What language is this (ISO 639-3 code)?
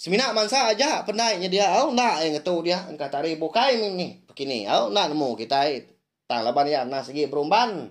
iba